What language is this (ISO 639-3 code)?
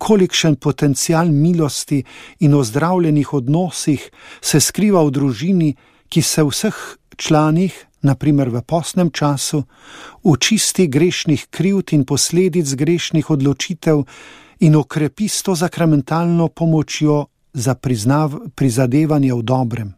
slv